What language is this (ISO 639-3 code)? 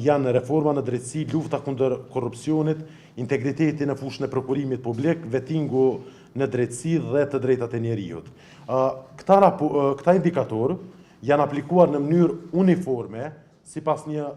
sqi